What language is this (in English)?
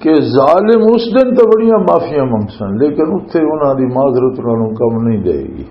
Western Panjabi